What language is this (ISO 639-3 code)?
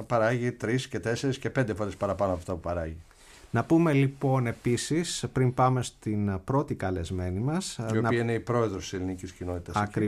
ell